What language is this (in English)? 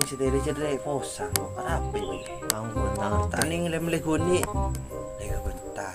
Madurese